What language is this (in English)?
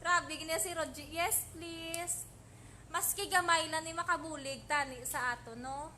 Hiligaynon